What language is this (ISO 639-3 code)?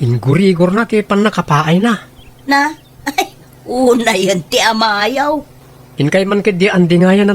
ilo